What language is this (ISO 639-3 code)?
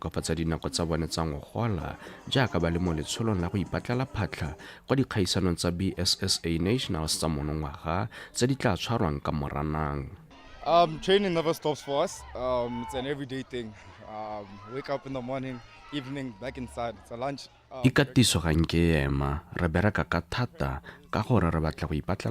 tsn